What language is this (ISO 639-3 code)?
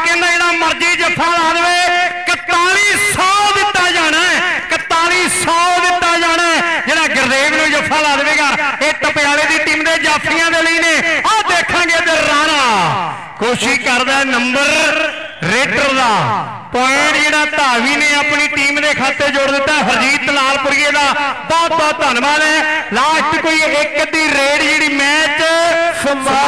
pan